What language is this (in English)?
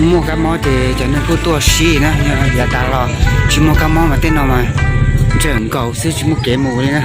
Hmong